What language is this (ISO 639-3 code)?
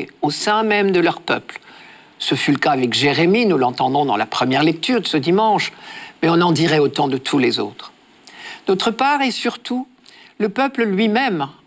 fra